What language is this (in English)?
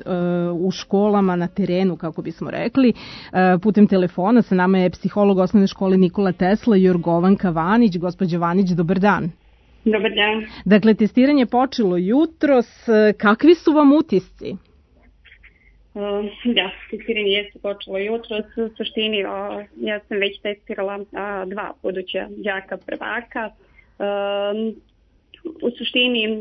Serbian